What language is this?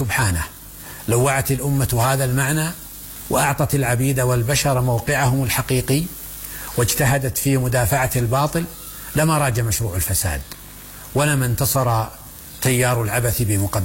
Arabic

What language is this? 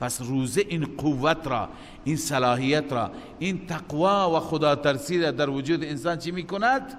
Persian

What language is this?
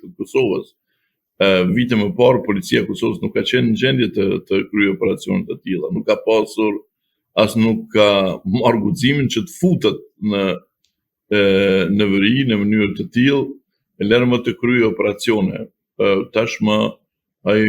Albanian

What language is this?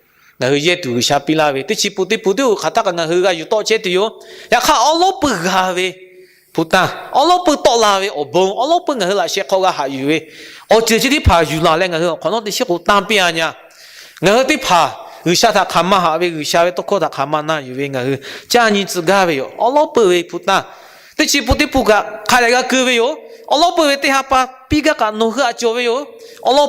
Lahu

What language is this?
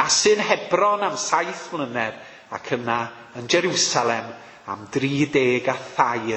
Welsh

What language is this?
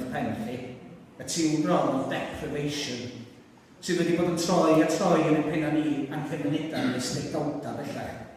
Welsh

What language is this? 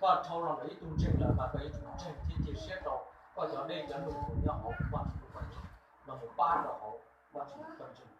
Hmong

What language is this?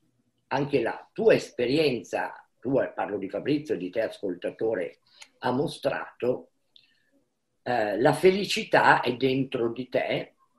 Italian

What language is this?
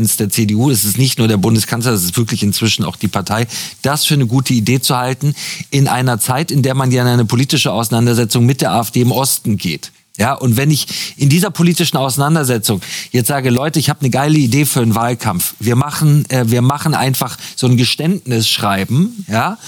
German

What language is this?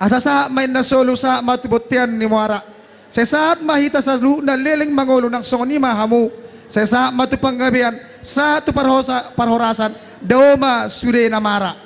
Batak Toba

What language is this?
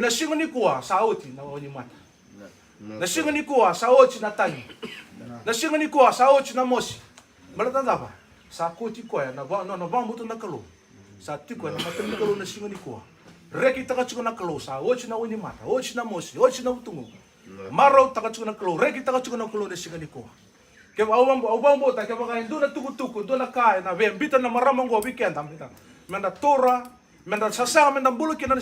Fijian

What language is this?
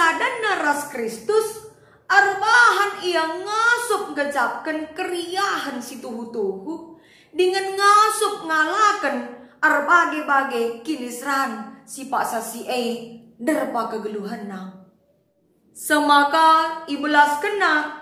Batak Karo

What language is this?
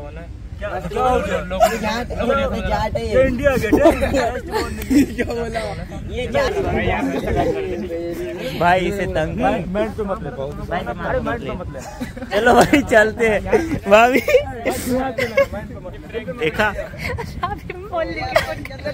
Hindi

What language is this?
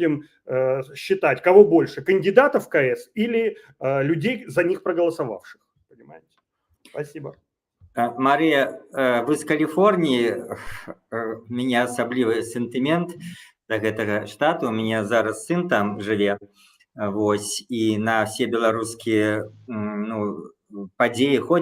Belarusian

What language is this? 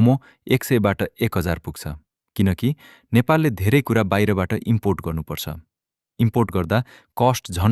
Nepali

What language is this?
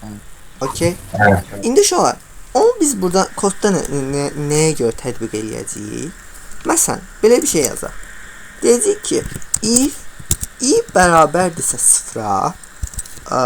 Azerbaijani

